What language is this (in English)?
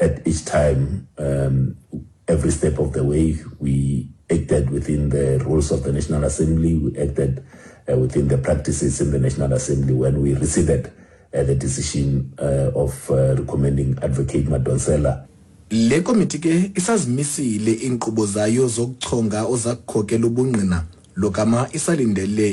Xhosa